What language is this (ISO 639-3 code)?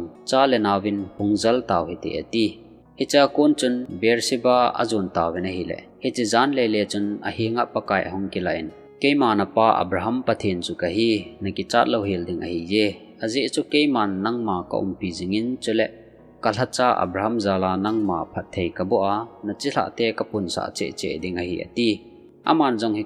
tcz